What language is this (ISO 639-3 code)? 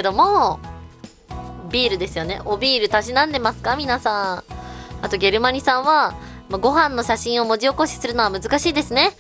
jpn